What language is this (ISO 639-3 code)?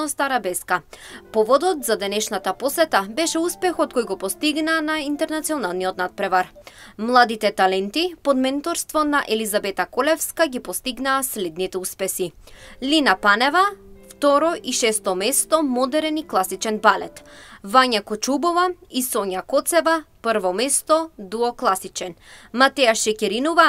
mkd